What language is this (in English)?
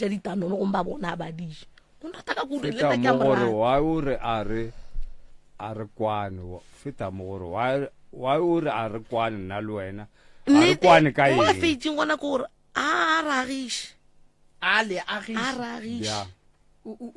Northern Sotho